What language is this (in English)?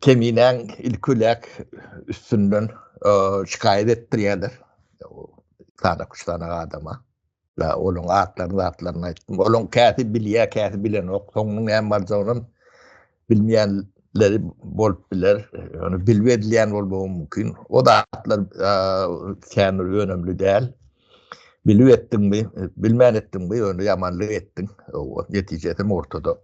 Turkmen